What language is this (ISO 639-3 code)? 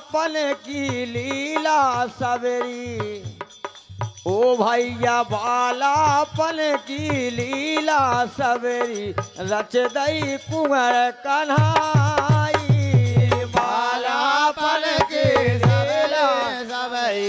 bns